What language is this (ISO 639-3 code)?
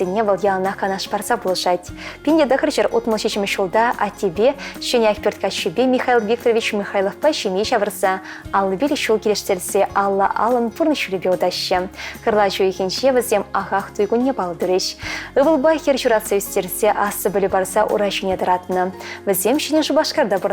chv